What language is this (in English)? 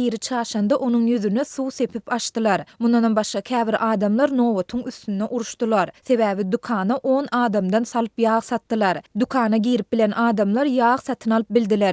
Turkmen